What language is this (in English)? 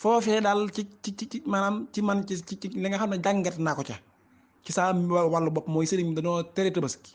Wolof